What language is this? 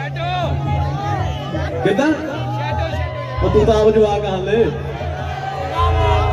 Punjabi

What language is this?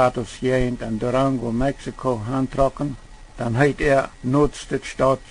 Plautdietsch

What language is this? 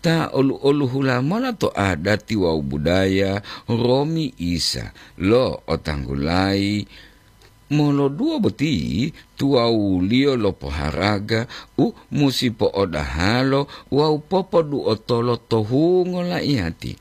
Gorontalo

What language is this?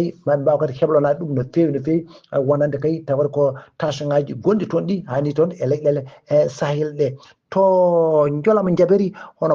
Fula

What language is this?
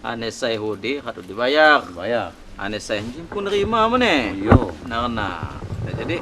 Lampung Api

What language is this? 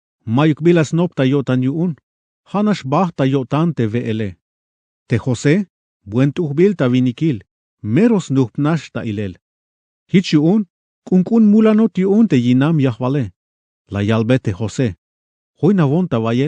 Tzeltal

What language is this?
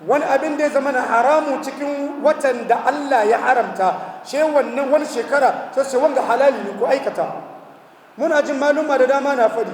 Hausa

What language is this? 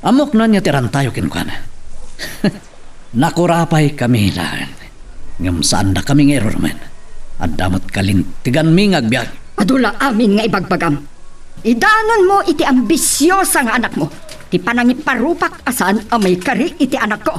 Iloko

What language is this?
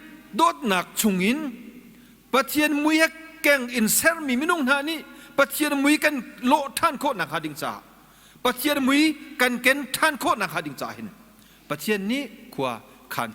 Hakha Chin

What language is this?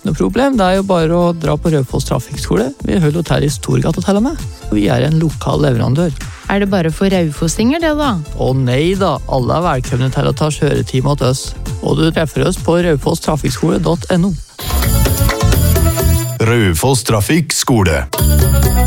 Norwegian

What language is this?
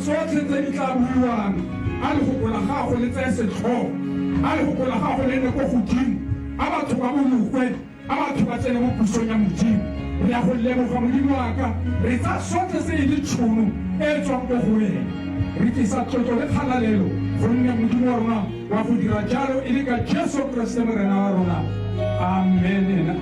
Tswana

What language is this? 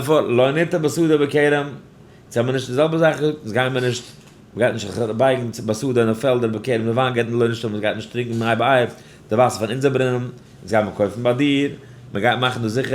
Yiddish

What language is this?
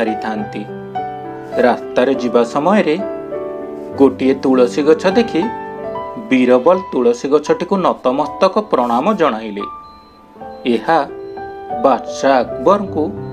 Odia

